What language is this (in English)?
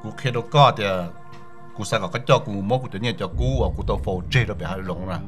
Hmong